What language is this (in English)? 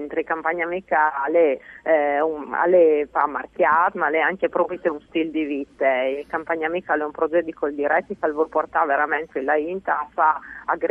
Friulian